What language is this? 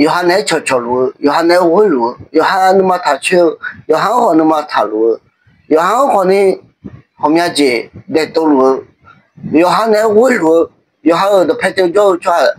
Akha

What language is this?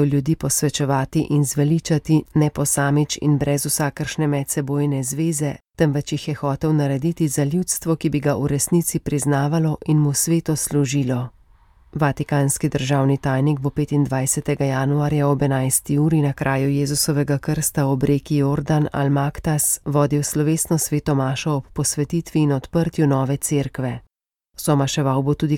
Slovenian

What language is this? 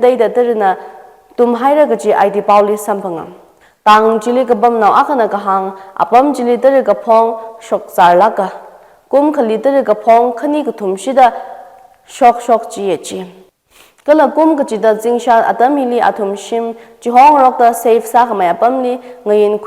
Tangkhul Naga (India)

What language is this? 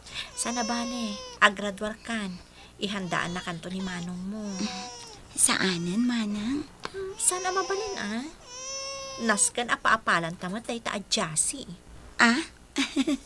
Iloko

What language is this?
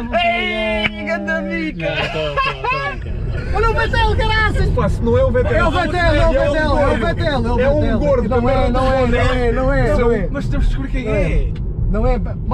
Portuguese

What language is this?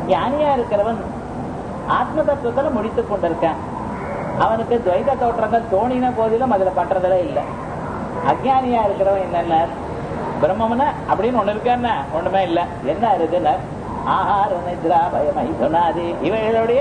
Tamil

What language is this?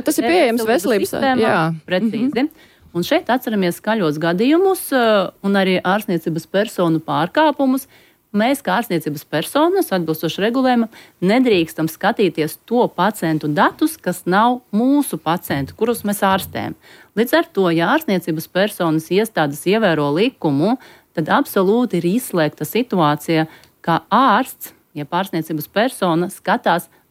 Latvian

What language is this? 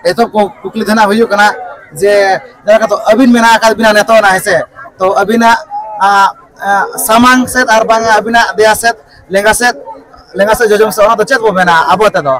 Santali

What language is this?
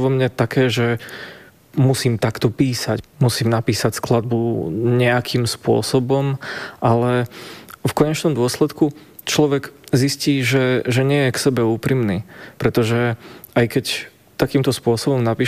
Slovak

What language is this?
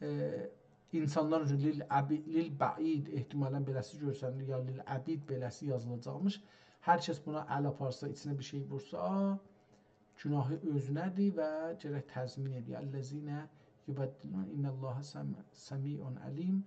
South Azerbaijani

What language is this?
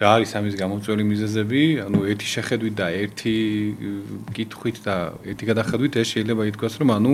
Georgian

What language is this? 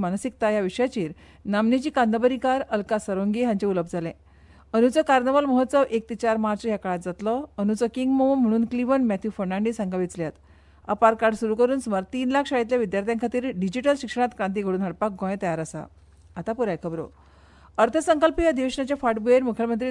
Konkani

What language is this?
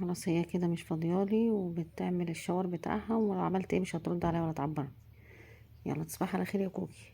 Egyptian Arabic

